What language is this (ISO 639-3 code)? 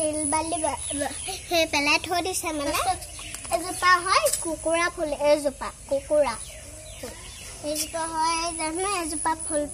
asm